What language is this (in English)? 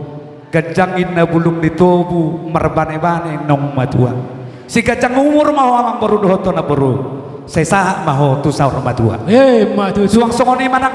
Batak Toba